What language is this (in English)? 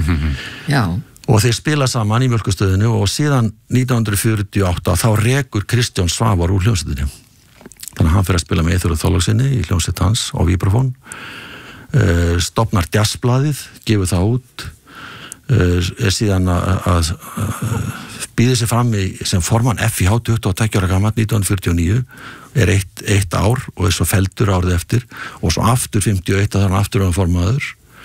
Icelandic